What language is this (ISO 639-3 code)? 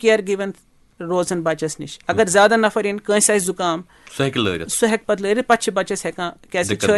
kas